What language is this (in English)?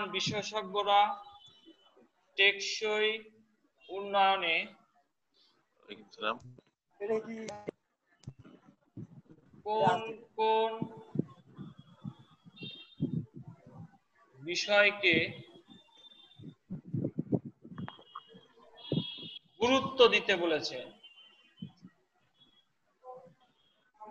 Bangla